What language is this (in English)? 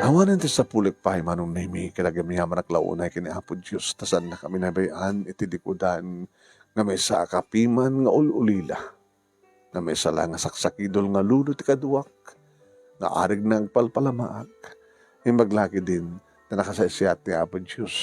Iloko